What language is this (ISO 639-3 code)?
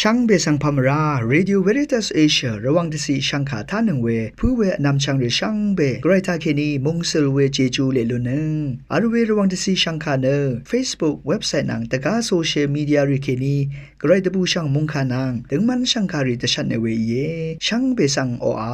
raw